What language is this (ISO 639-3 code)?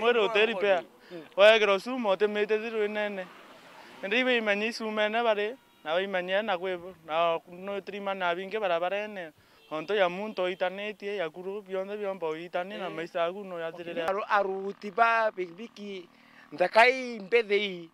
mer